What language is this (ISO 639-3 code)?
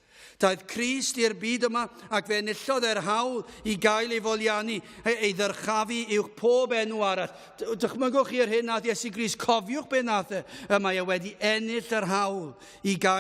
cym